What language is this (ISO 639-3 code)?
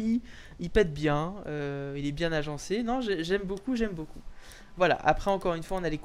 fra